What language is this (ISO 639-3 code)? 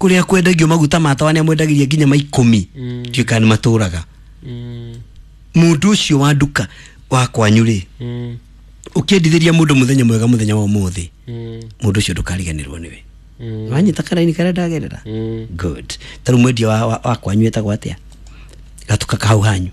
kik